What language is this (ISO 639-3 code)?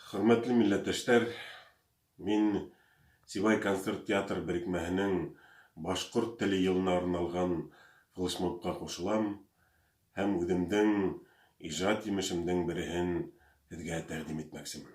bak